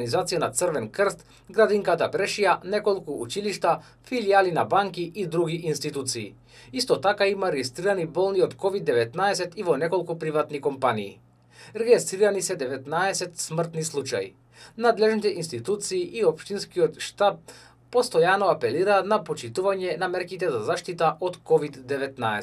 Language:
Macedonian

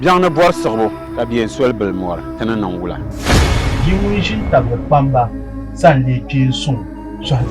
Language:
Dagbani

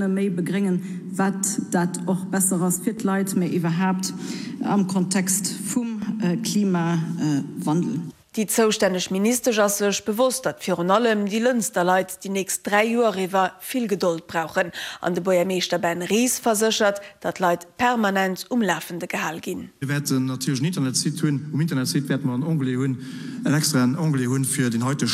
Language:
Luxembourgish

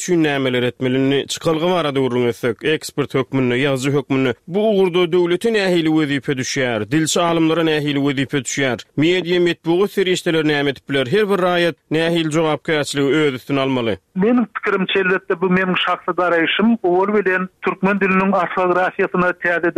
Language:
Turkmen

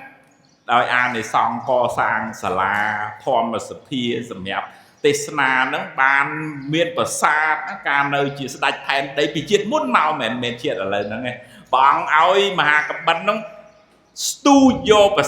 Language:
Khmer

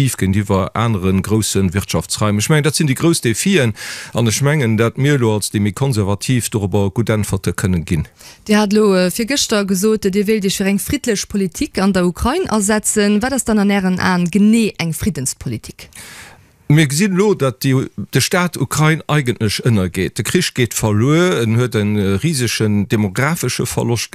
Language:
Luxembourgish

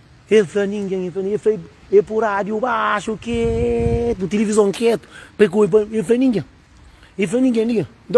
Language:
Kabuverdianu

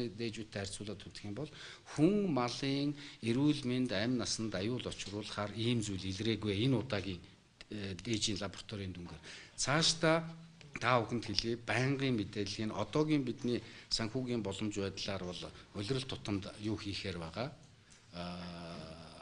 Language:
Mongolian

